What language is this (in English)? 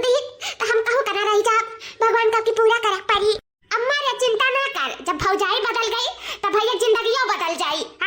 Awadhi